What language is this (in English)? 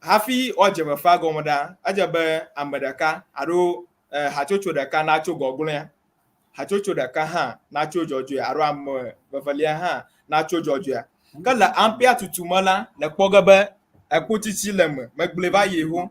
Ewe